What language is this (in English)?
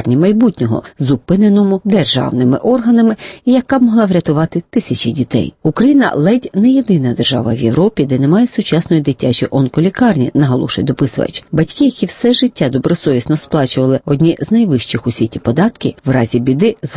Ukrainian